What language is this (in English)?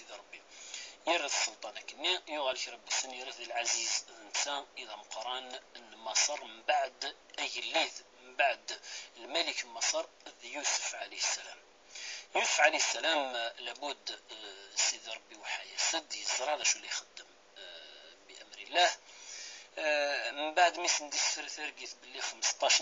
Kabyle